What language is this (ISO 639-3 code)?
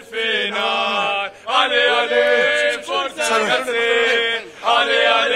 acm